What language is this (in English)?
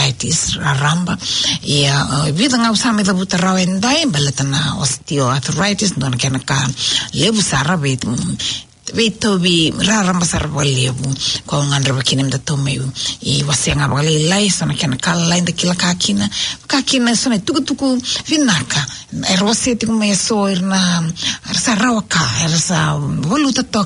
Fijian